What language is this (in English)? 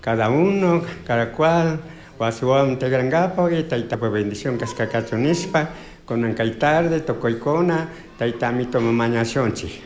Chimborazo Highland Quichua